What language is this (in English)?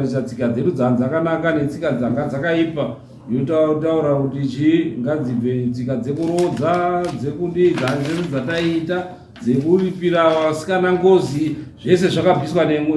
Shona